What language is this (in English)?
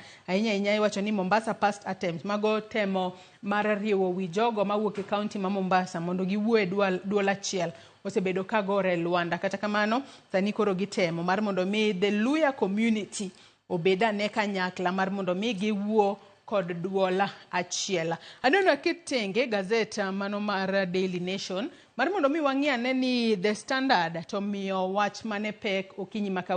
Luo (Kenya and Tanzania)